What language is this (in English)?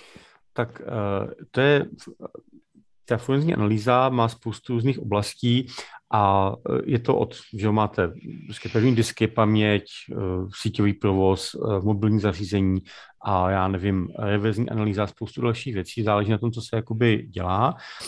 Czech